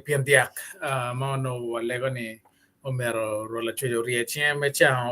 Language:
Acoli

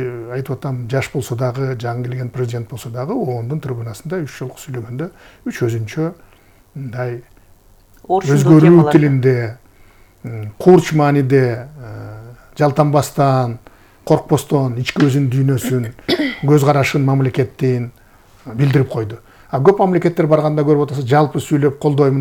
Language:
Kyrgyz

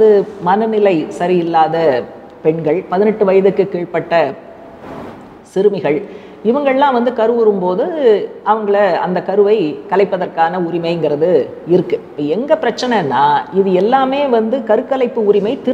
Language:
Tamil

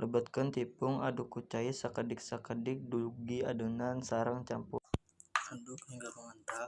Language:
Sundanese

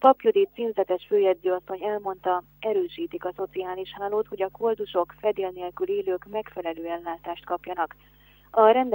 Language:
Hungarian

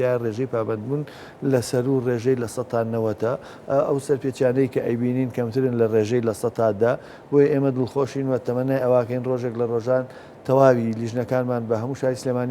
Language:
Central Kurdish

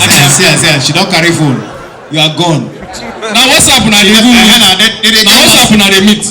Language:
Nigerian Pidgin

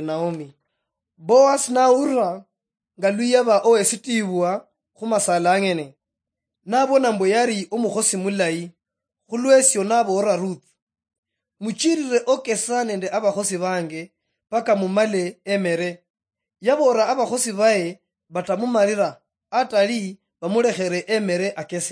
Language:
Luyia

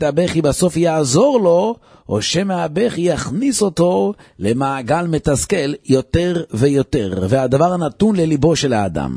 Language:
Hebrew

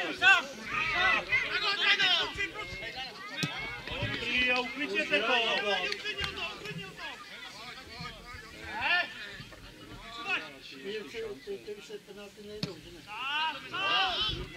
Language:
Czech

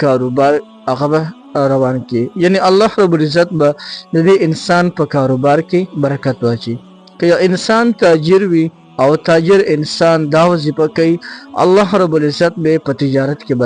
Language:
Pashto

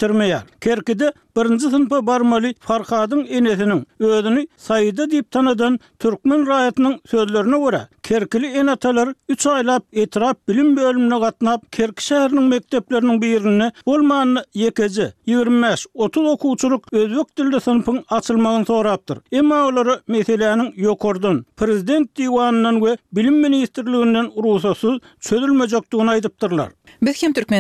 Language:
Turkmen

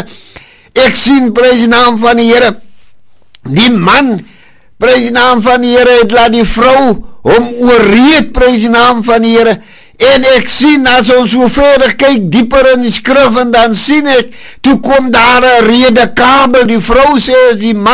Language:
Afrikaans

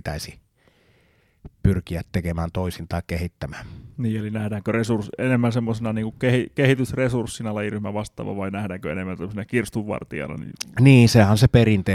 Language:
Finnish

